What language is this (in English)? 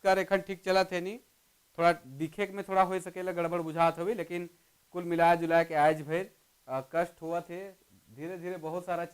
Sadri